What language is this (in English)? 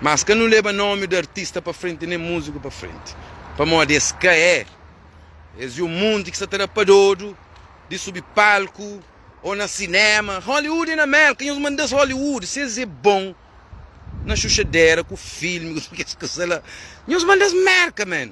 Kabuverdianu